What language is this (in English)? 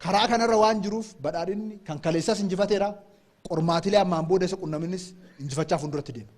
Oromo